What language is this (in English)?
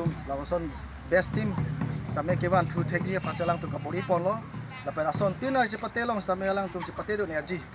Karbi